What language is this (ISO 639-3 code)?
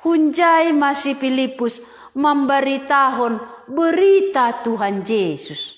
bts